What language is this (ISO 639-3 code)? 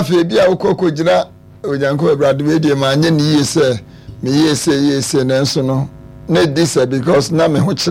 aka